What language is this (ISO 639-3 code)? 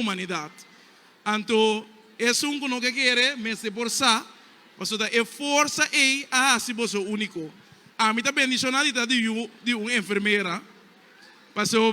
pap